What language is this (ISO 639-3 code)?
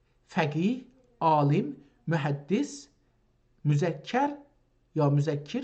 azb